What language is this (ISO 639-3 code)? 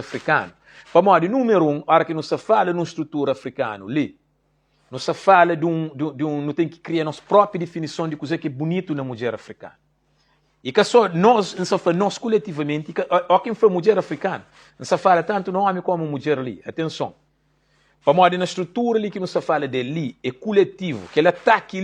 kea